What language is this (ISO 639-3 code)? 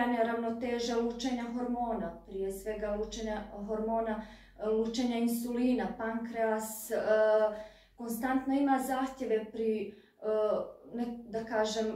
hrv